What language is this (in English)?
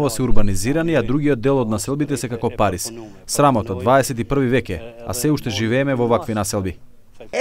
Macedonian